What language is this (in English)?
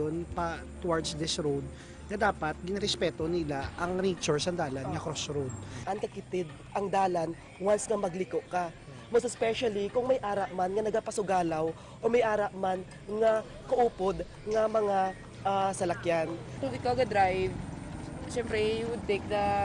Hiligaynon